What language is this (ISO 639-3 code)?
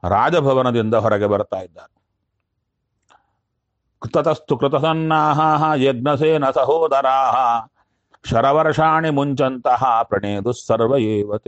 kan